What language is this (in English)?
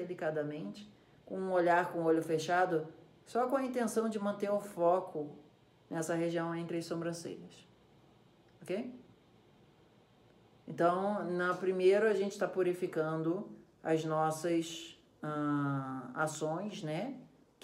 Portuguese